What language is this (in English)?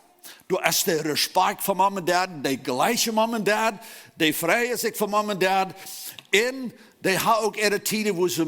Plautdietsch